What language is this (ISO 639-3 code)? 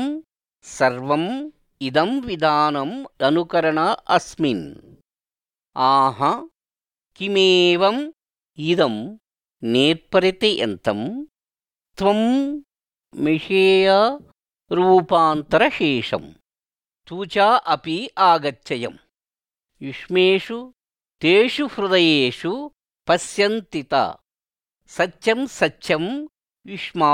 san